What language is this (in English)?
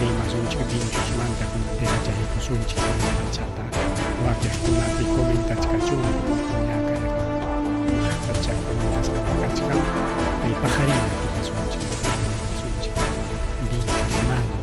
Ayacucho Quechua